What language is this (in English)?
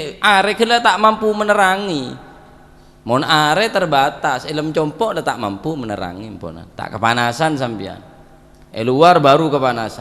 Madurese